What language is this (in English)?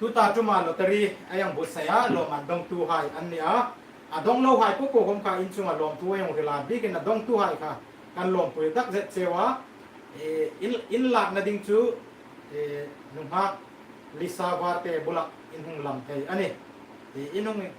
Hmar